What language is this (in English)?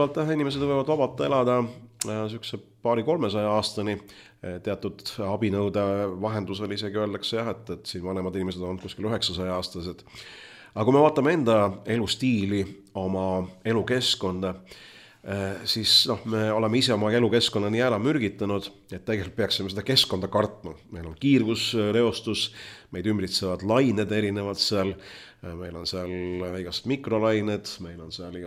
Estonian